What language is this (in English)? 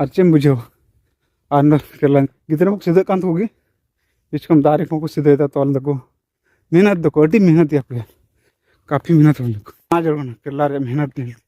Santali